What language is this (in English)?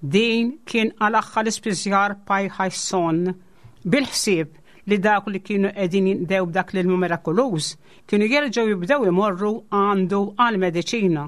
Maltese